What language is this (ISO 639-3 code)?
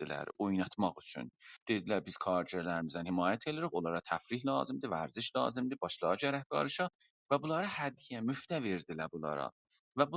azb